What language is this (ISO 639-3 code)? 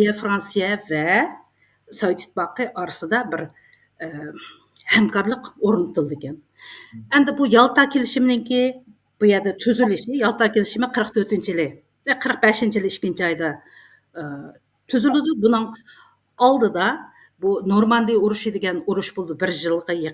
uig